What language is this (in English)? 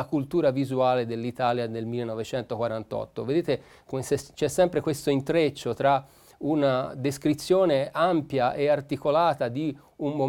Italian